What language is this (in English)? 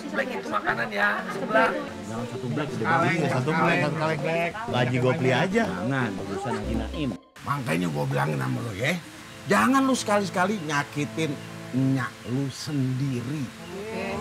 Betawi